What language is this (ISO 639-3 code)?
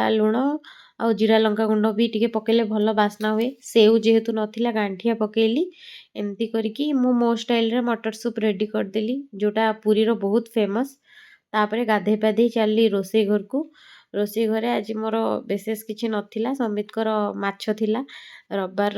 ori